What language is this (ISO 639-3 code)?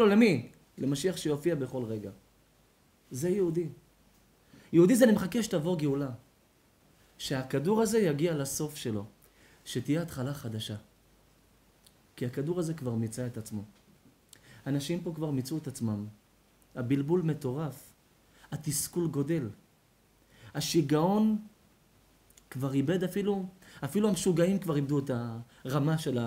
heb